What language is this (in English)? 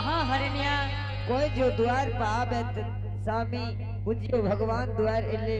Angika